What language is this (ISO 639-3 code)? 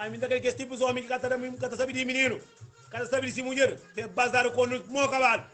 kea